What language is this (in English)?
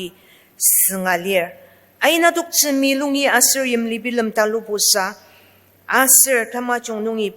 Ao Naga